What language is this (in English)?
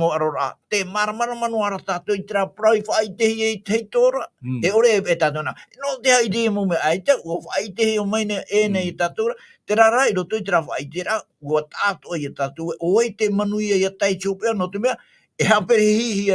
Tahitian